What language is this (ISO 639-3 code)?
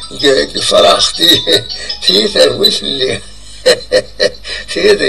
kab